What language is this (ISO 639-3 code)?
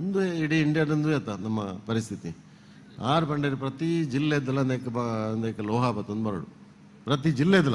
tcy